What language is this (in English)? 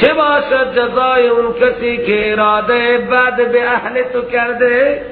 Persian